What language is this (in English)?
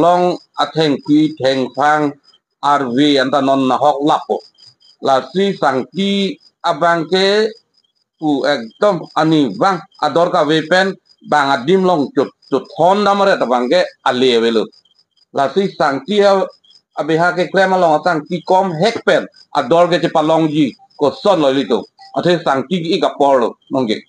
Karbi